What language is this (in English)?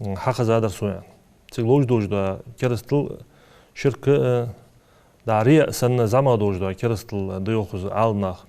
Ingush